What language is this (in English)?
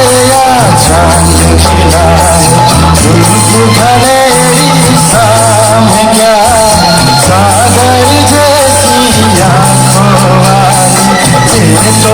Karbi